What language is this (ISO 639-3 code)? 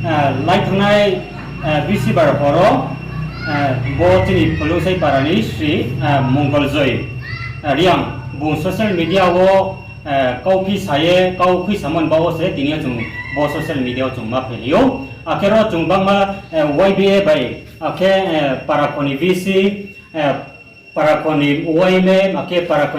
ria